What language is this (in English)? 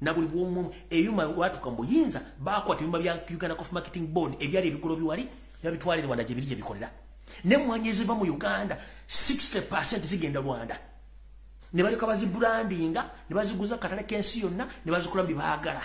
Ganda